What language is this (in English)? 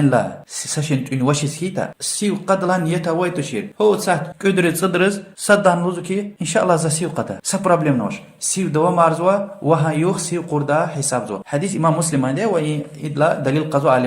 Lezghian